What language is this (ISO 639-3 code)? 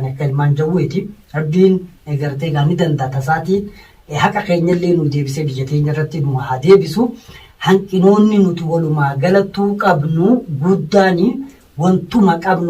orm